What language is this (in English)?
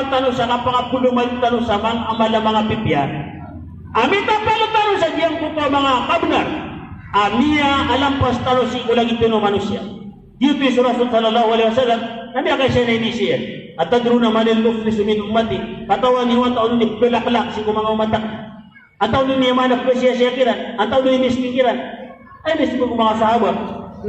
Maranao